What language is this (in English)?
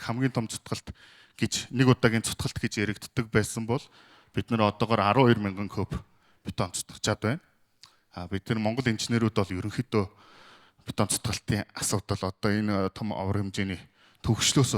Mongolian